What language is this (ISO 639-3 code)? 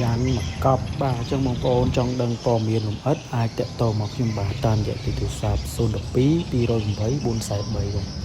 khm